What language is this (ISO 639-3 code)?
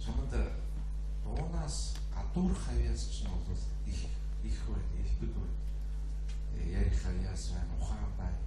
mon